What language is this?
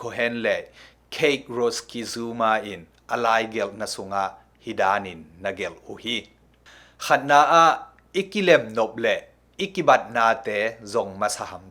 Tedim Chin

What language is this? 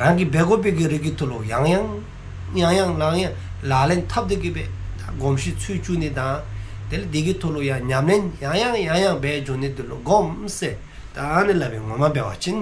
Dzongkha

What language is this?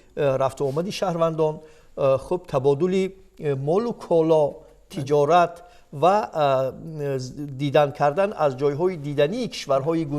Tajik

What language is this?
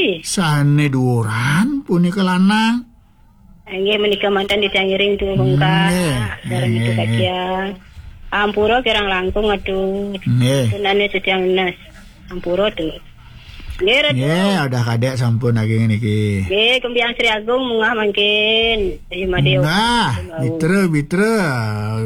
Balinese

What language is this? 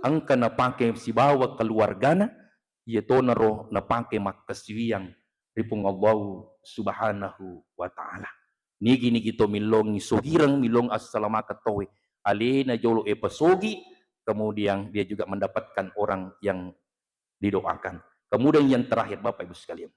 Buginese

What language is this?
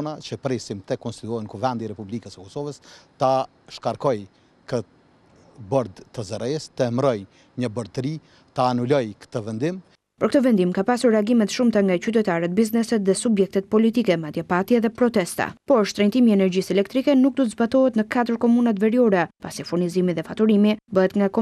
Albanian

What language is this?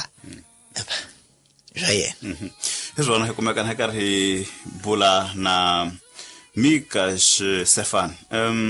Tsonga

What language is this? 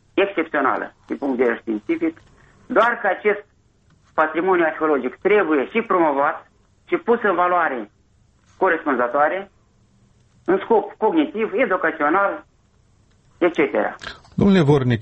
Romanian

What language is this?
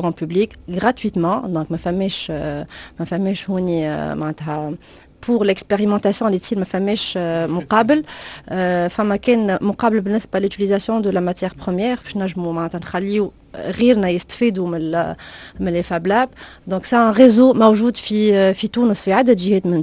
Tunisian Arabic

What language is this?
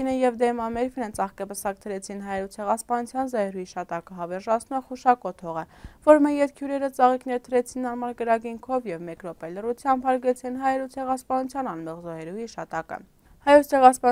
Western Armenian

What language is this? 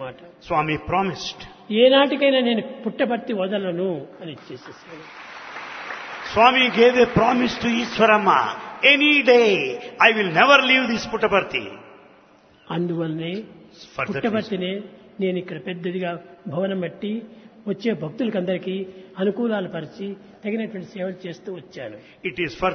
Telugu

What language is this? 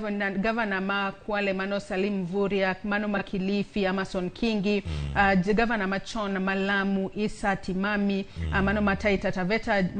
Luo (Kenya and Tanzania)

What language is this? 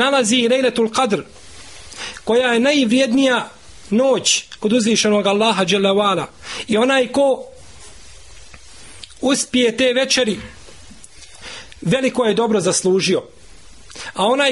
Bosnian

